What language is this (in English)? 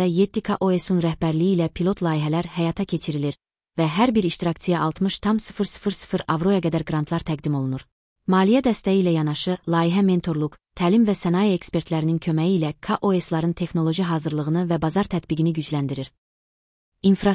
Azerbaijani